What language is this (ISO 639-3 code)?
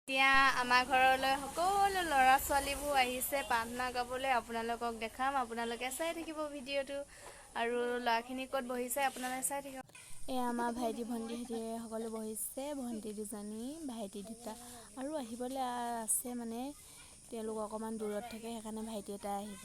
asm